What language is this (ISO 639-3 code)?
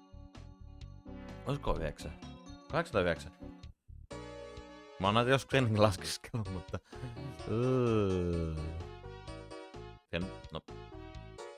fin